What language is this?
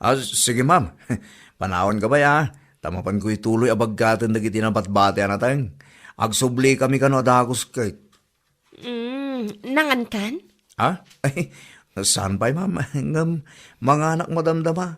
Iloko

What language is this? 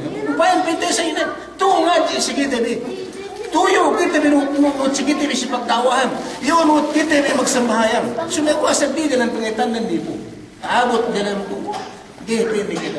Yakan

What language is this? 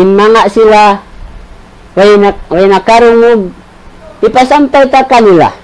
Tausug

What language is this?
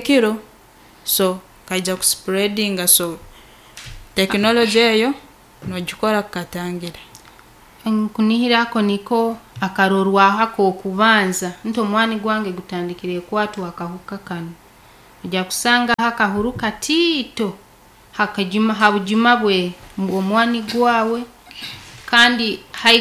Nyankole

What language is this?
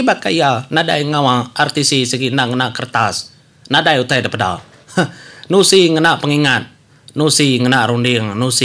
Iban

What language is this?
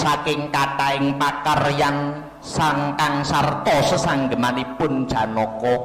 Javanese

